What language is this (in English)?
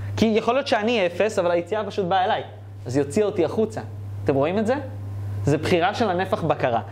Hebrew